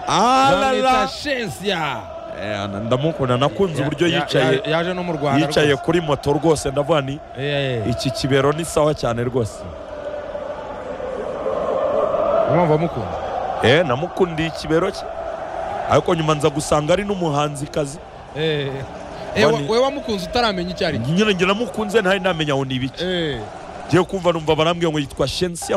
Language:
Kinyarwanda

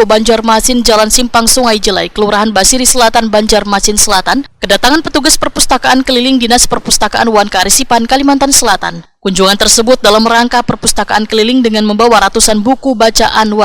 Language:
Banjar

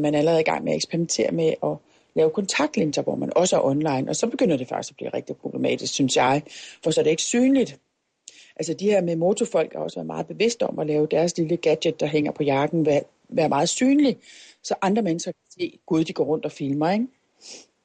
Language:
Danish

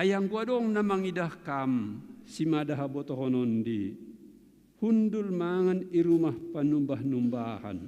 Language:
Batak Simalungun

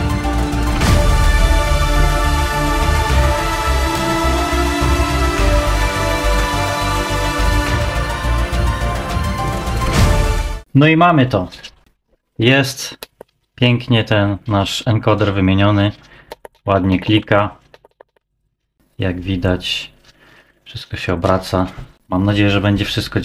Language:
Polish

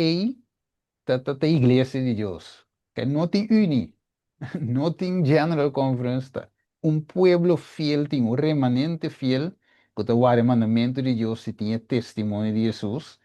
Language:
Papiamento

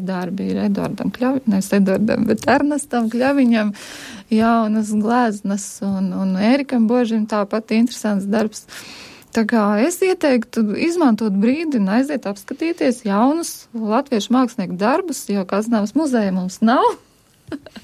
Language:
Latvian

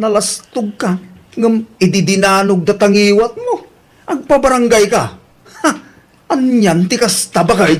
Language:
Iloko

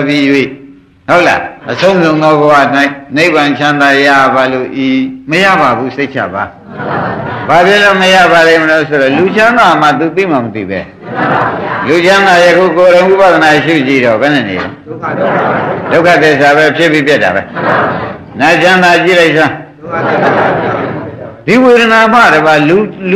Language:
Burmese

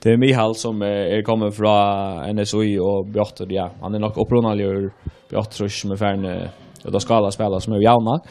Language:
Faroese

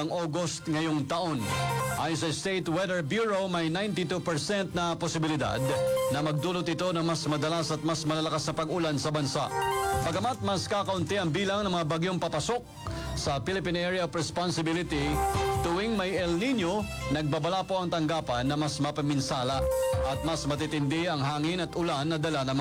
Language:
Filipino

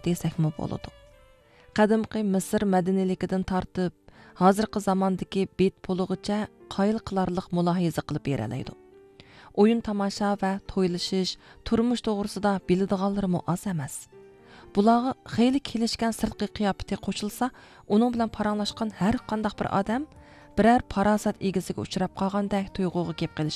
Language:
Uyghur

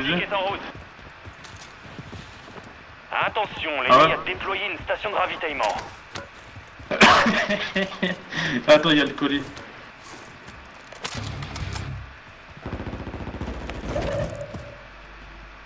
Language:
French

